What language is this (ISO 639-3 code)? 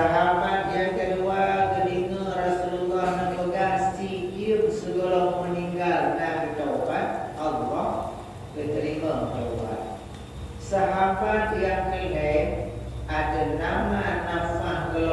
ace